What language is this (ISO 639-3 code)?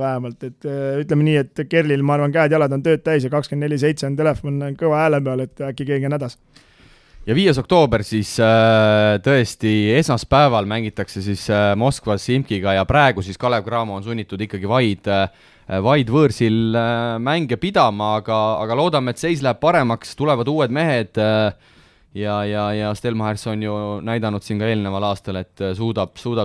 est